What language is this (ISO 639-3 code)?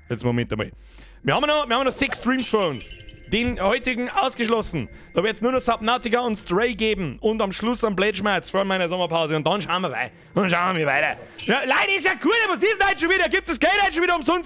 bar